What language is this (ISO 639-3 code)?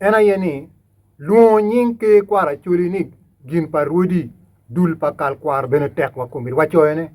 ach